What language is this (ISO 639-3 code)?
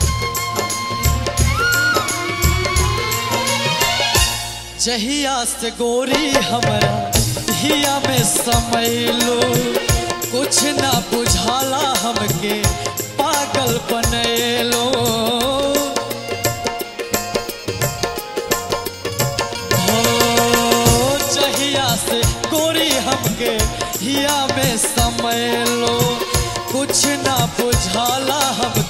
bho